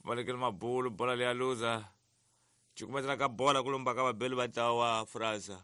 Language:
Tsonga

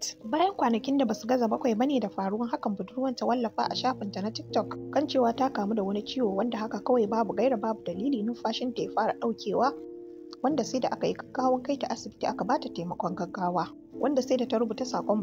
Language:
Hausa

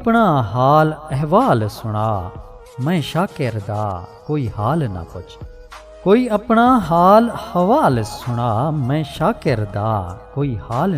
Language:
Saraiki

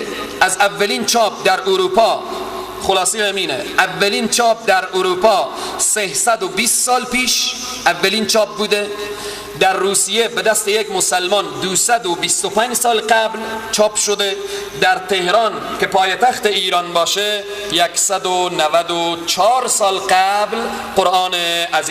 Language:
Persian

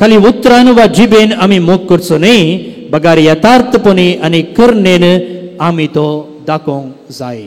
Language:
Konkani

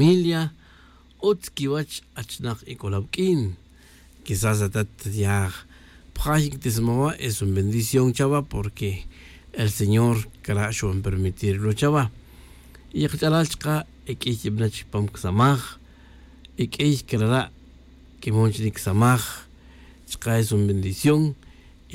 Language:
Tz'utujil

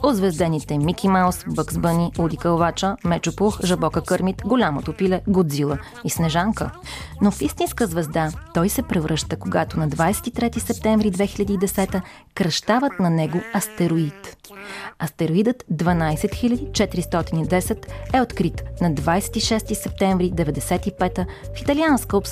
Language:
Bulgarian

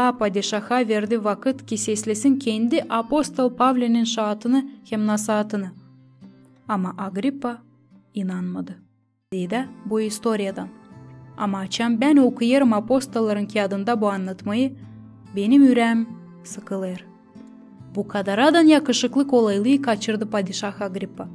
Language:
Gagauz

